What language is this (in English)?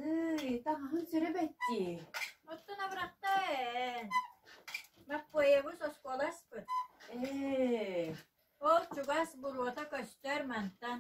Yakut